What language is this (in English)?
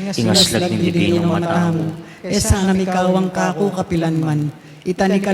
Pampanga